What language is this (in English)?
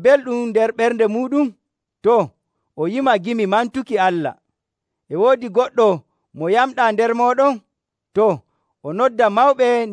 Nigerian Fulfulde